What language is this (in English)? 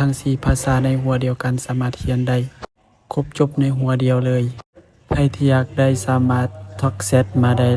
Lao